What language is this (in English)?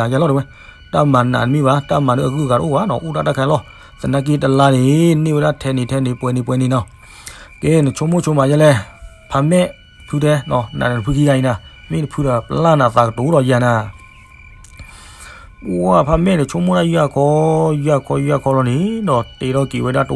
S'gaw Karen